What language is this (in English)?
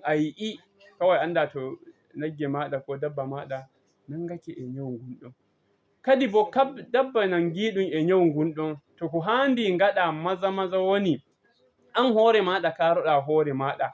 Fula